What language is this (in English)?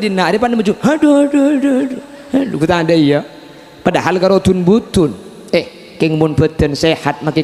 Madurese